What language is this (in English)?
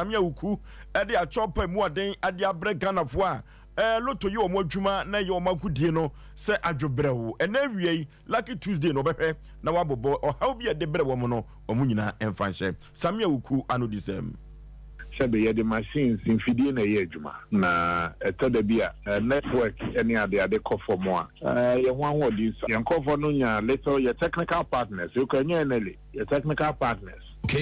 Akan